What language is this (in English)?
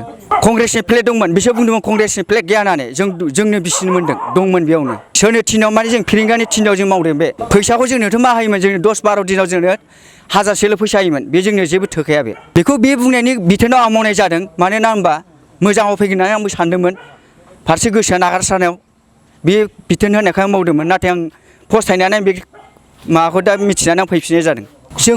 Bodo